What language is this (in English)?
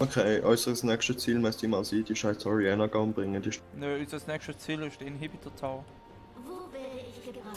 Swiss German